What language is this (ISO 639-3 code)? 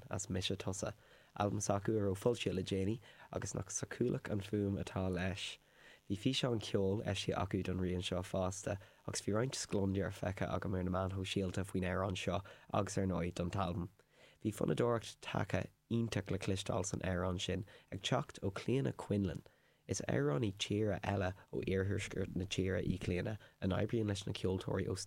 gle